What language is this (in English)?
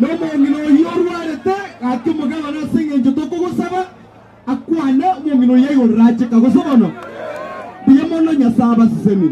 Gusii